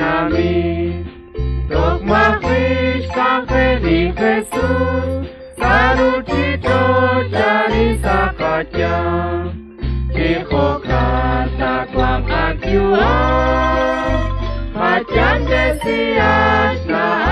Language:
Kekchí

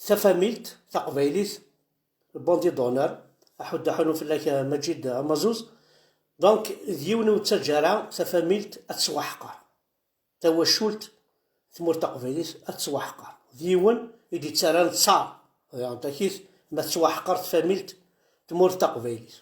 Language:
Kabyle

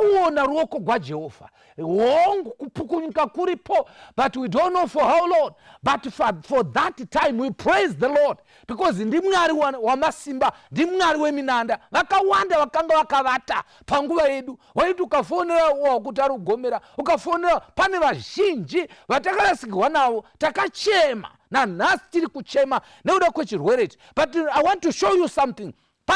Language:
Shona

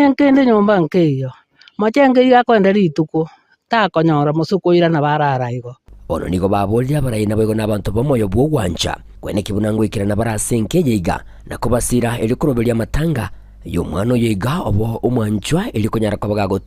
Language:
Gusii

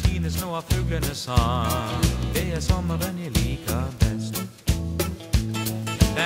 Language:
Norwegian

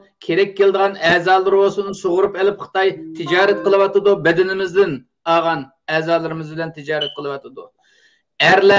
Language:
Uyghur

